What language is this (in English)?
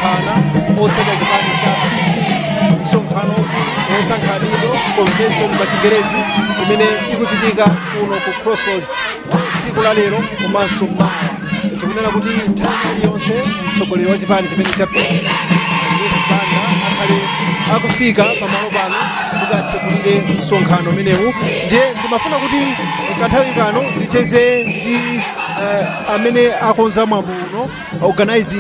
Nyanja